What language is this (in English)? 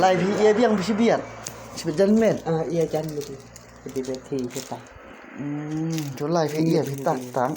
Khasi